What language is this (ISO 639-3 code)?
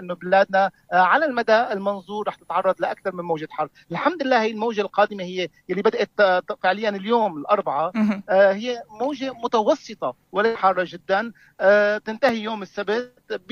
apc